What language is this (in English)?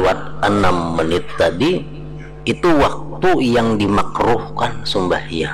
Banjar